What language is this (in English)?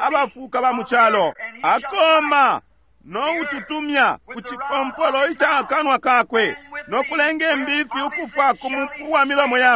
Bemba